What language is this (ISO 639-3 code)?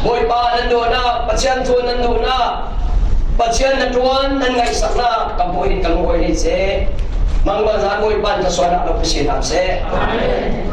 cfm